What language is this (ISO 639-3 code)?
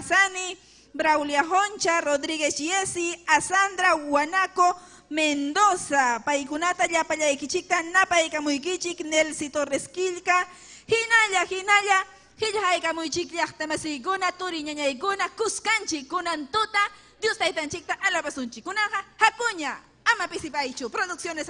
quy